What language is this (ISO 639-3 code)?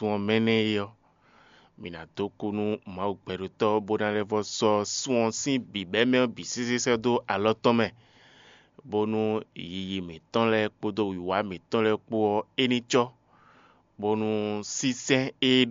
fon